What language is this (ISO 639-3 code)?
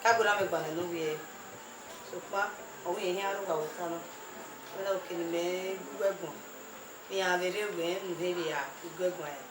bin